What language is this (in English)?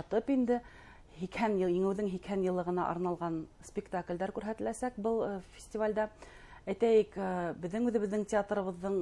Bashkir